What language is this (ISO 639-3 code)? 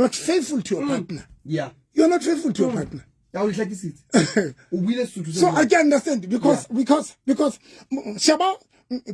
sot